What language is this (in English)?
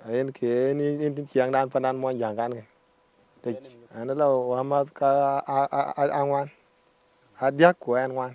Dinka